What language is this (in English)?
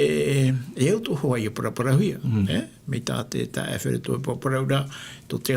Tahitian